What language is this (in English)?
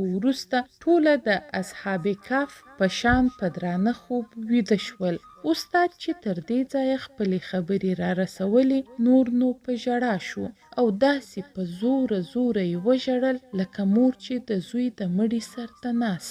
Pashto